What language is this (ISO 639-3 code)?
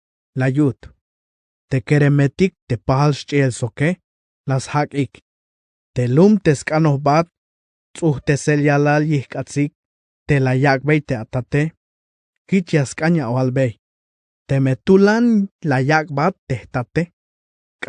tzh